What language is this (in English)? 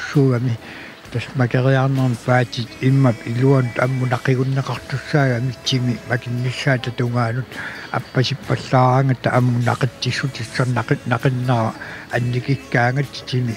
Kalaallisut